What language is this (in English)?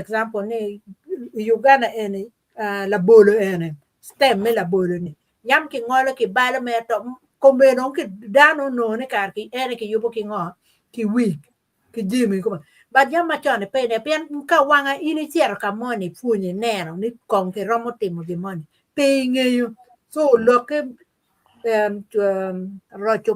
Acoli